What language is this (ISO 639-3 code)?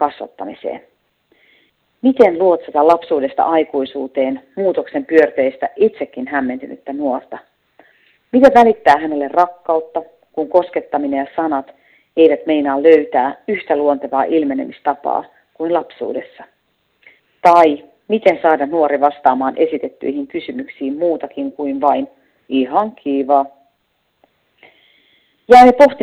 fin